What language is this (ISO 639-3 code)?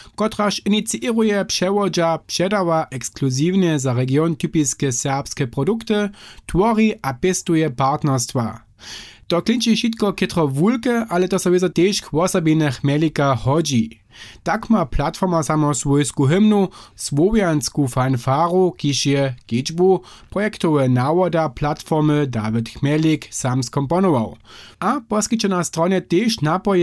hsb